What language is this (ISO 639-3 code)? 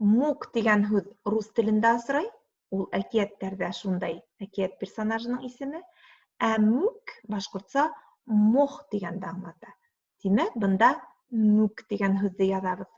bak